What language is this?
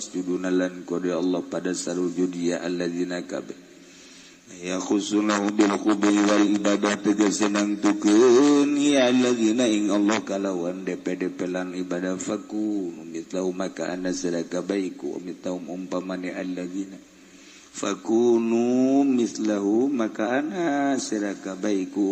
Sundanese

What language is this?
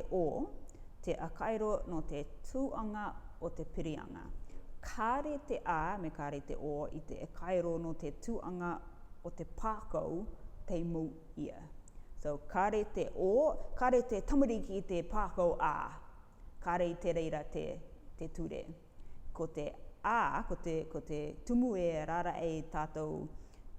Rarotongan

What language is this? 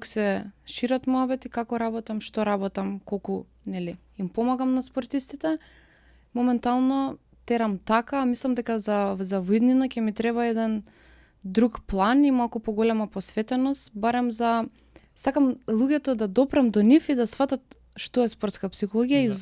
Macedonian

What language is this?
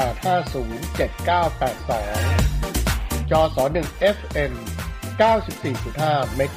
Thai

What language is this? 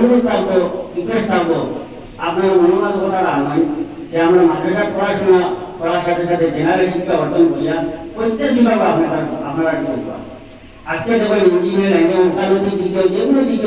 Sylheti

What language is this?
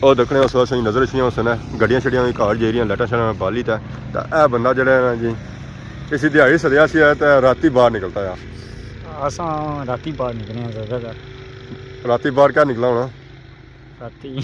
Pahari-Potwari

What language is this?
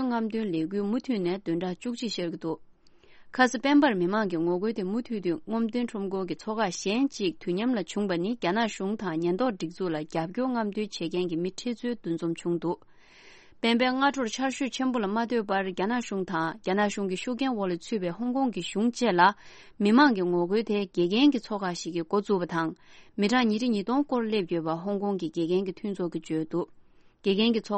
Tibetan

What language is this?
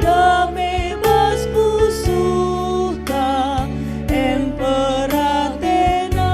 Batak Karo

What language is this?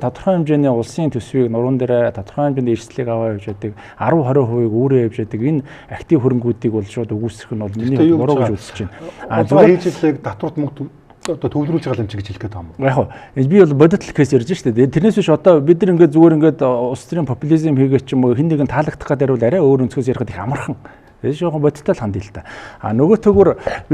Mongolian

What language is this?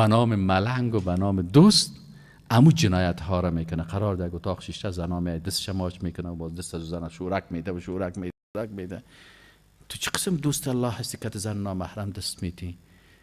Persian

